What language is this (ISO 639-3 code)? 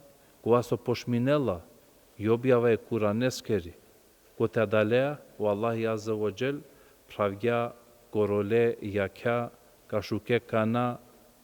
rmn